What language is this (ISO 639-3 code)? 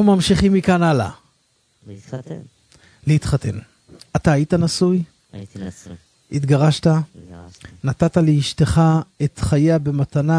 heb